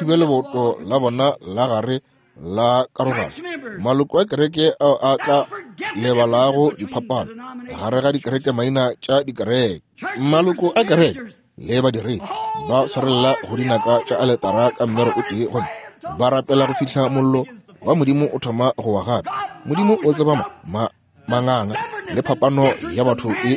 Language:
Northern Sotho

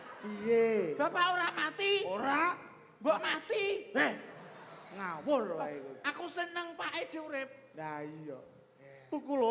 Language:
Javanese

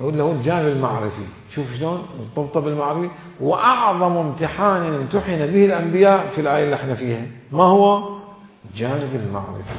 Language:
Mesopotamian Arabic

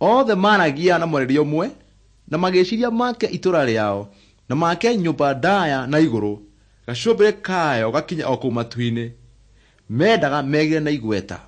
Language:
Kikuyu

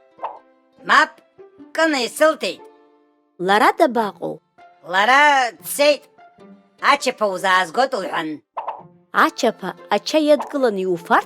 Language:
Abkhazian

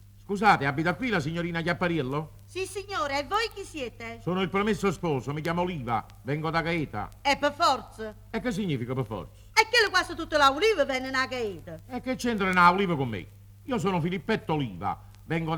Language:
Neapolitan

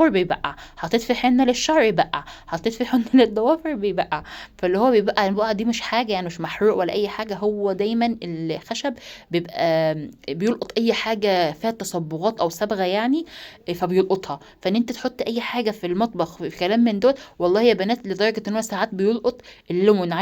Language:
Egyptian Arabic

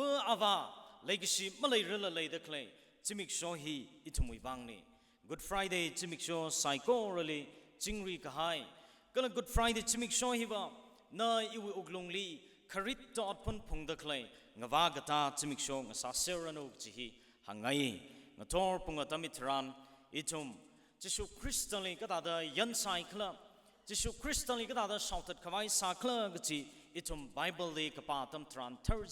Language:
Tangkhul Naga (India)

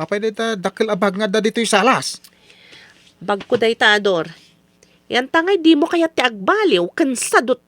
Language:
Iloko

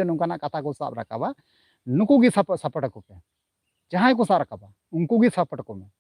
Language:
Santali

